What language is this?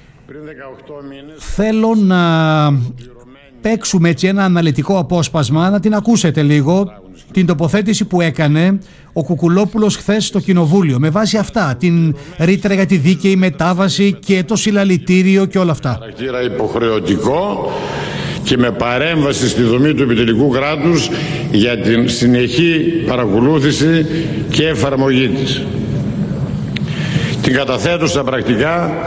Greek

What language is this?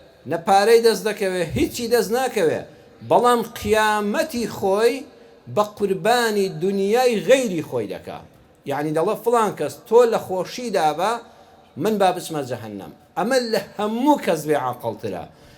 Central Kurdish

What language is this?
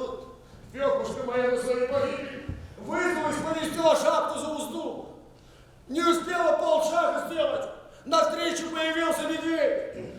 Bashkir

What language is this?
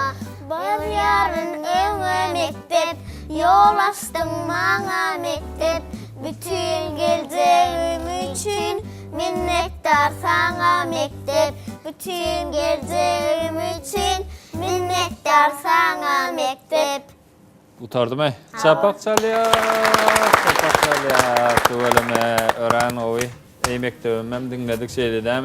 Turkmen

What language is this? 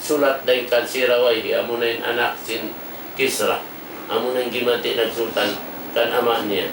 Tausug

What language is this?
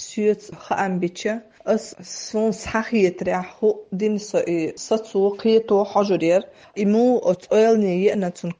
Chechen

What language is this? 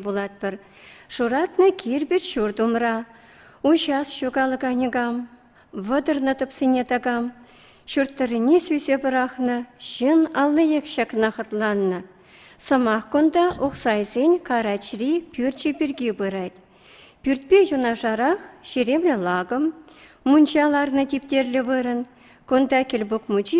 Chuvash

